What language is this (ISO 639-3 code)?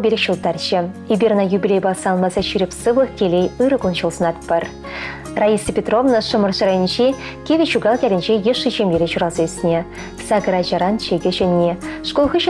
chv